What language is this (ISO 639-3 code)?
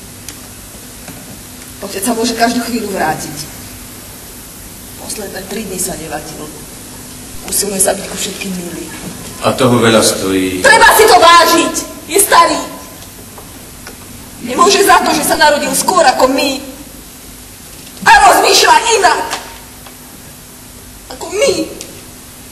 slk